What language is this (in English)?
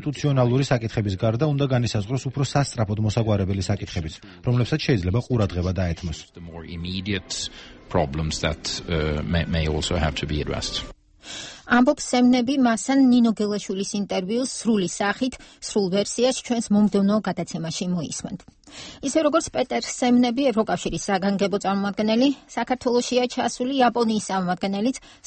Georgian